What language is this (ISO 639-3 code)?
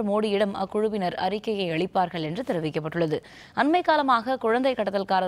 tam